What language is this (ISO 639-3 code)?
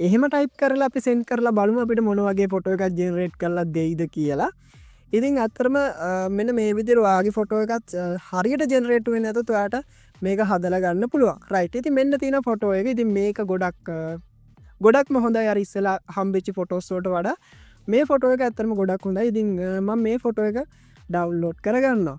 sin